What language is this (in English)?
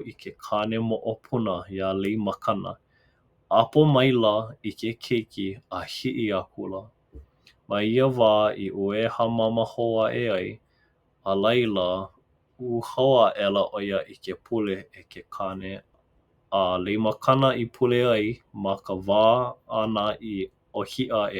Hawaiian